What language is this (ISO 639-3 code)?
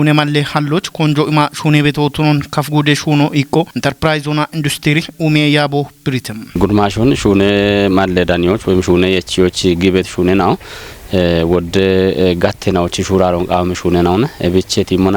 kbr